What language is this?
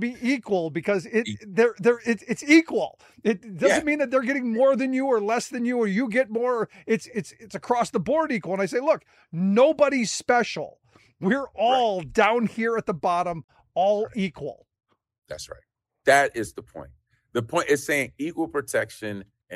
English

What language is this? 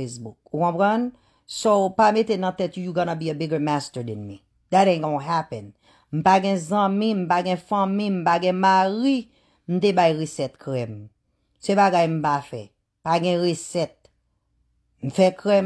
Haitian Creole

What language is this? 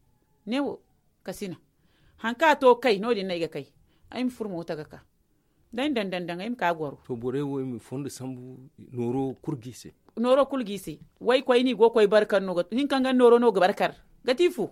Zarma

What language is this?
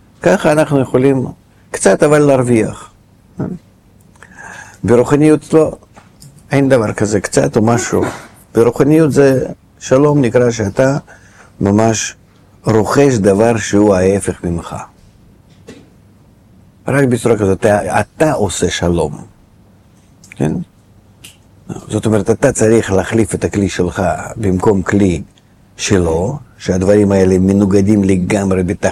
Hebrew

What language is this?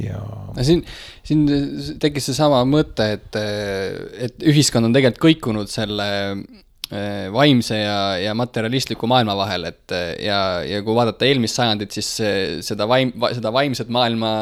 Estonian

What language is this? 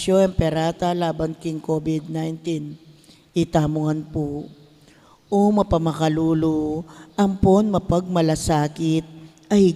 Pampanga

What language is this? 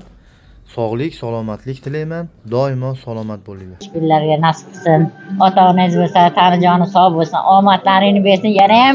Uzbek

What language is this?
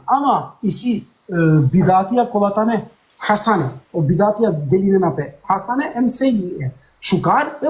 Balkan Romani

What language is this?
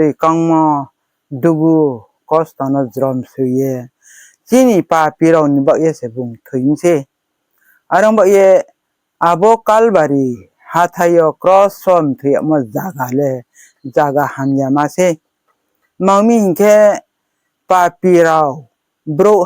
Riang (India)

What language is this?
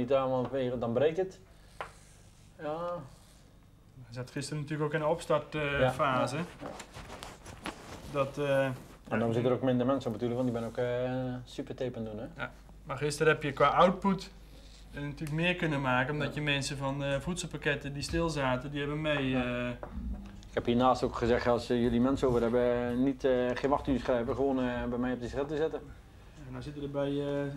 Dutch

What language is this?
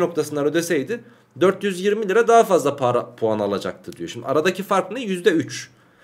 Turkish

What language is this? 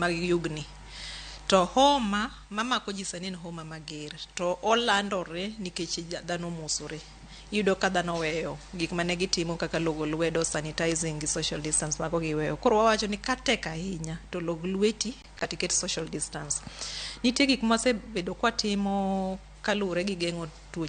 Luo (Kenya and Tanzania)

